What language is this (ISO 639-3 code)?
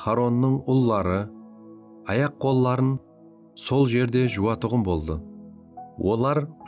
kaa